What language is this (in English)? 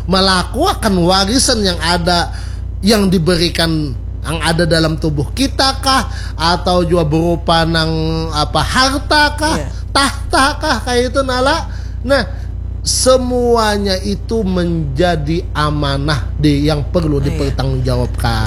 Banjar